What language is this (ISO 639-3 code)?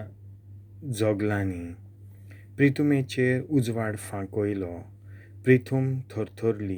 kok